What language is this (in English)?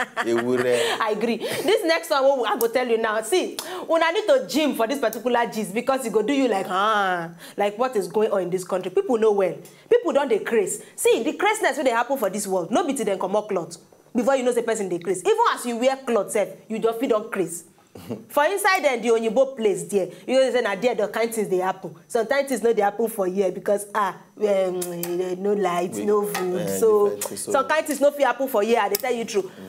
Nigerian Pidgin